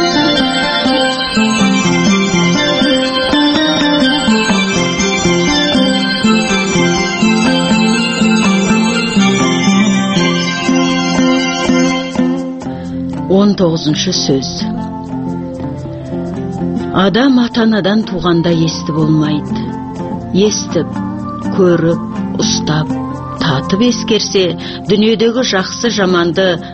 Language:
Kazakh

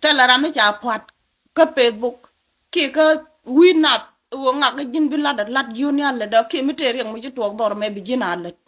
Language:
Nuer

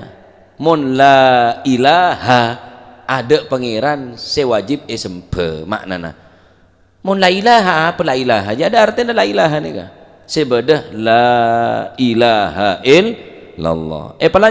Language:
Madurese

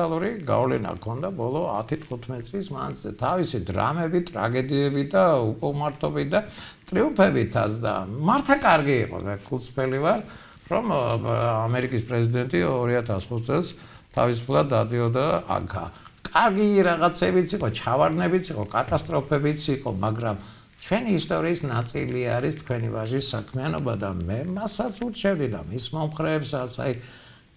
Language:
Georgian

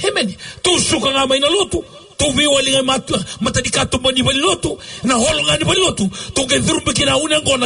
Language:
Fijian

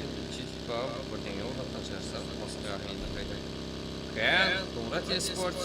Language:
Kara-Kalpak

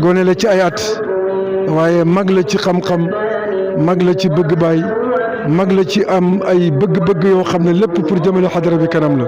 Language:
Wolof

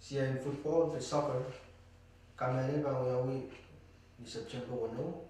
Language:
Pohnpeian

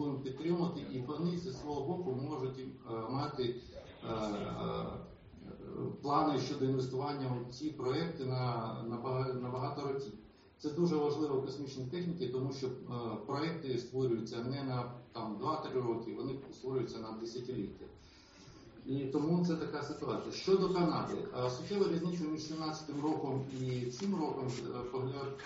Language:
Ukrainian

